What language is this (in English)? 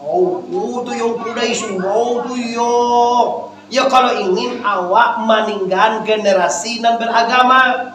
Minangkabau